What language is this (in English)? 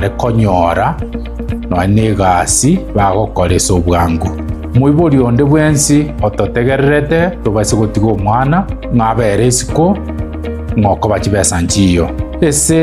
Gusii